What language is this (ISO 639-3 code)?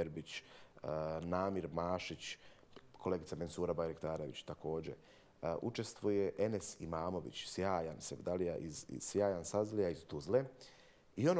bos